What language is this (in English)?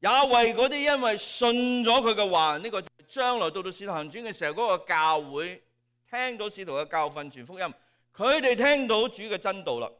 Cantonese